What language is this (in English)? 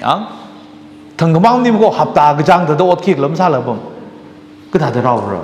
Tangkhul Naga (India)